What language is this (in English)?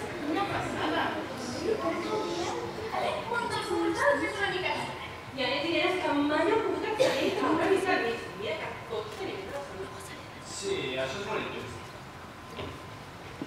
Catalan